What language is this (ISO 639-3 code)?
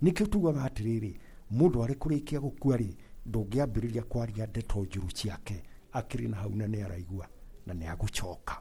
kik